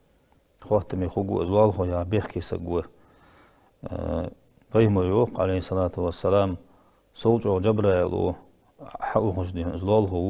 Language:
Ingush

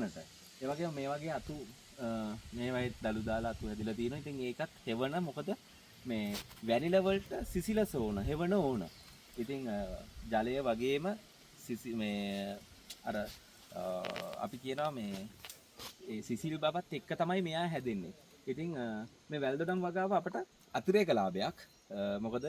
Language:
Sinhala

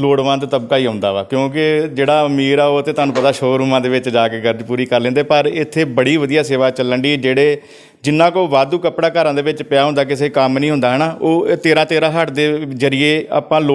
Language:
Punjabi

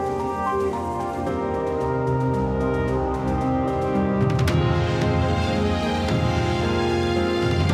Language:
Romanian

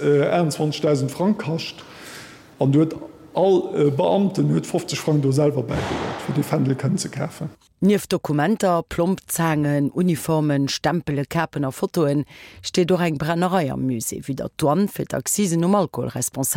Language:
Luxembourgish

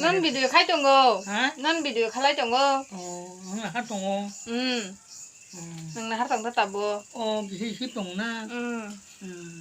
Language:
Kok Borok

